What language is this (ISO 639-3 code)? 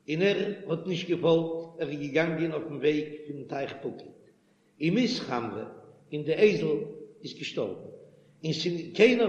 yid